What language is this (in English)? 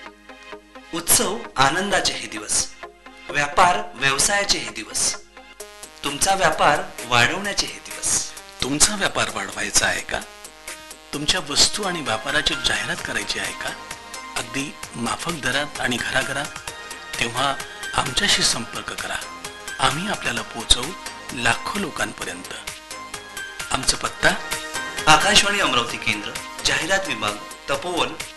Marathi